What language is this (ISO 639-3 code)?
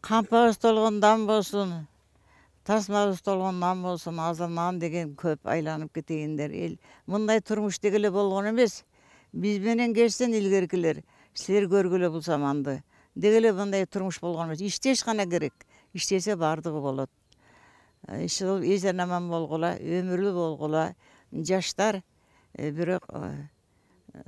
kir